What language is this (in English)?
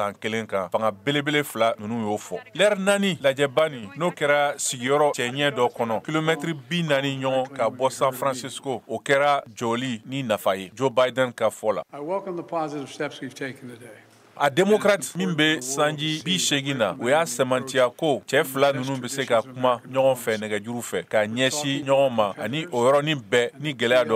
Bambara